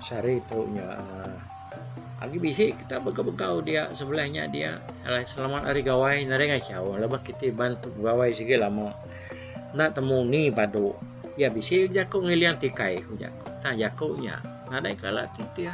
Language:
Iban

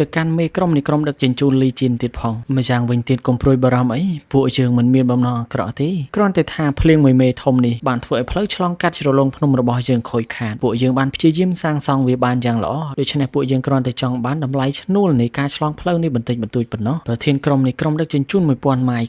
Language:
Khmer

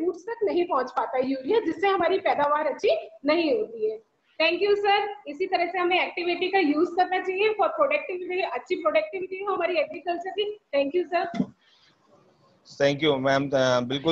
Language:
Hindi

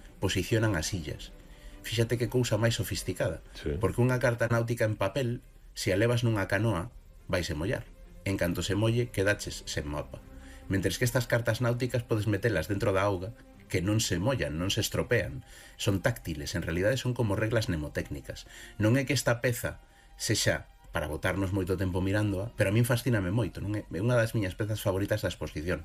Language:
Galician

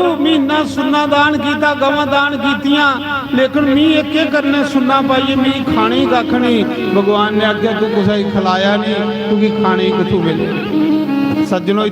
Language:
Dogri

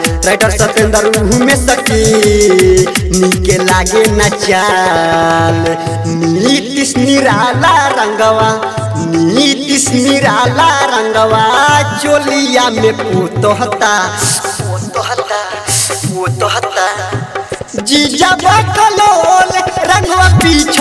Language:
Bhojpuri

